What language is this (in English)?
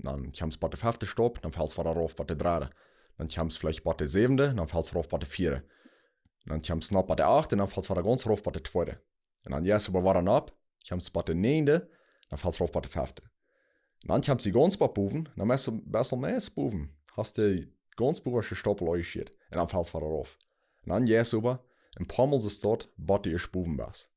Plautdietsch